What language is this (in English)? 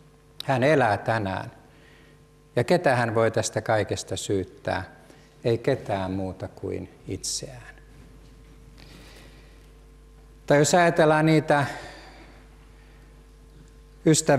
Finnish